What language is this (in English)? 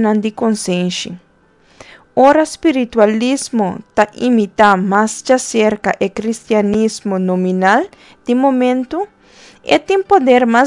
Papiamento